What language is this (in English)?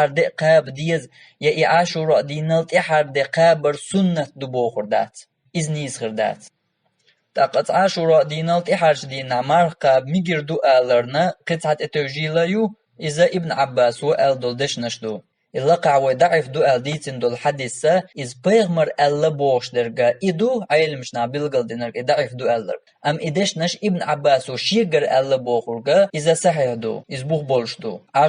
Chechen